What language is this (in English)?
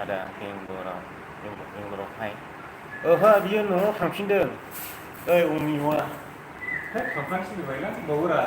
Bodo